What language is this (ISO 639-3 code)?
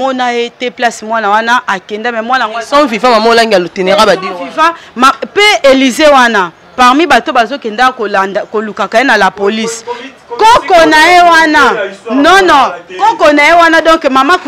lin